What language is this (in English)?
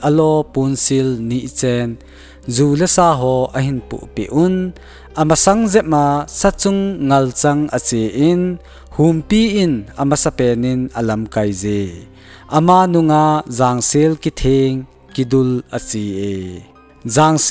Thado Chin